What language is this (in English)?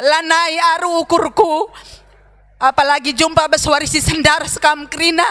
Batak Karo